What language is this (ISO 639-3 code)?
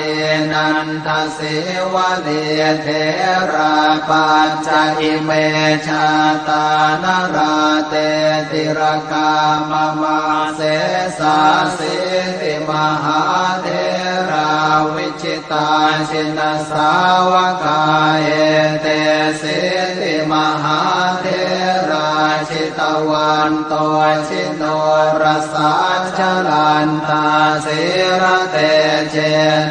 pli